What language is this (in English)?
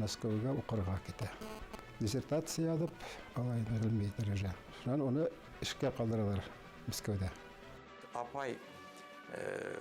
Bashkir